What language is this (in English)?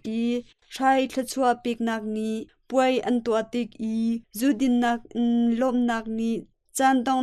Hakha Chin